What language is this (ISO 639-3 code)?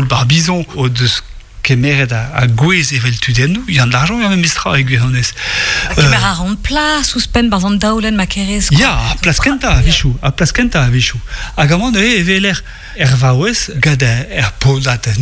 bre